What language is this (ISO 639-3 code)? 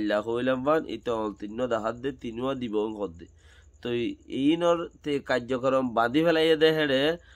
rhg